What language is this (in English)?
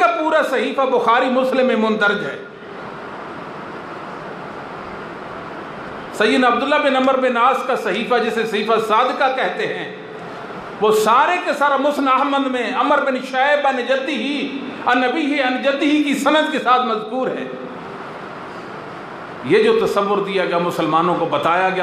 Urdu